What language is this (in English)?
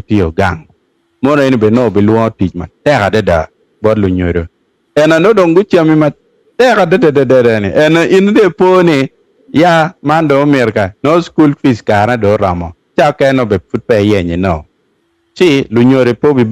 Acoli